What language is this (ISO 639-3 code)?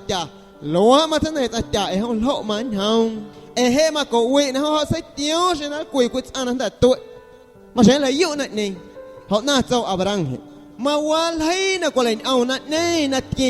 amu